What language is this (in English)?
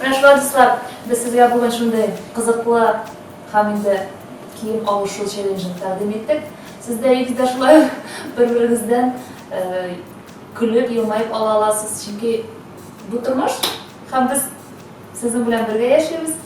Tatar